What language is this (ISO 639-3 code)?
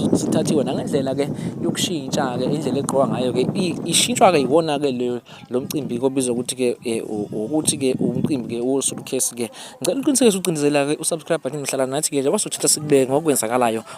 zul